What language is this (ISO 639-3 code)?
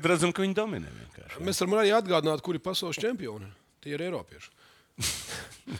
lav